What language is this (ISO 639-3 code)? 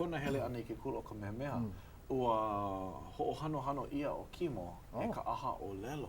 haw